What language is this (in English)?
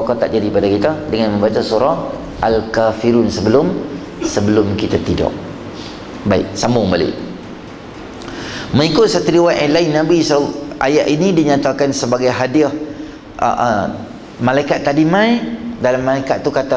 Malay